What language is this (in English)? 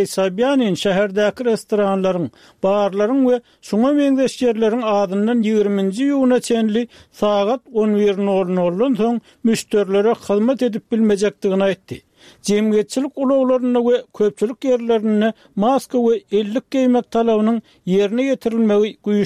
Turkmen